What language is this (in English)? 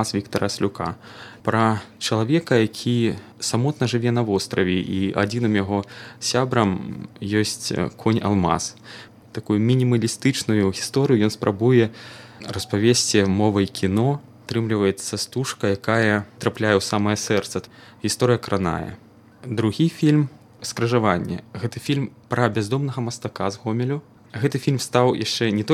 Belarusian